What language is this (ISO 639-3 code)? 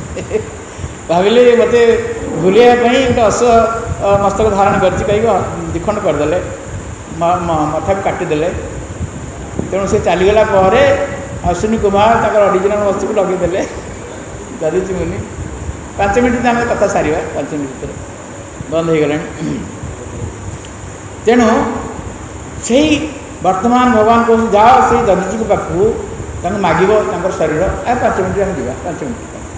ori